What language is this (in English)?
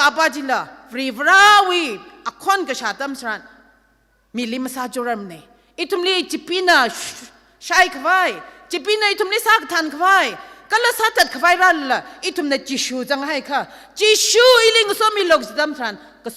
Tangkhul Naga (India)